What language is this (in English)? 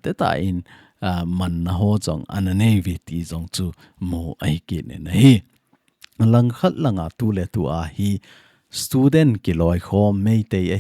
Thado Chin